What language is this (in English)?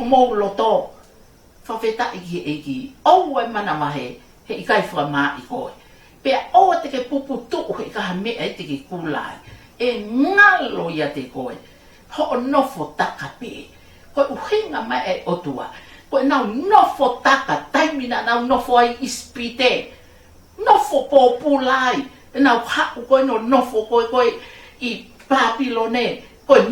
Tongan